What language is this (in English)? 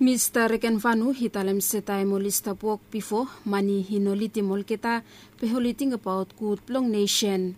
Bislama